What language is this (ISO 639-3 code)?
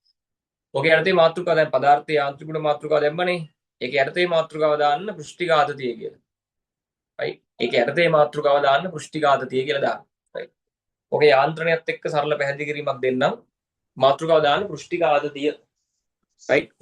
sin